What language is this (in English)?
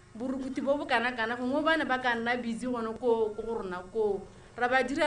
Tswana